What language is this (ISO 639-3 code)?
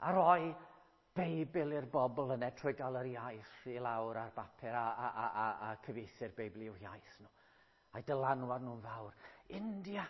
cym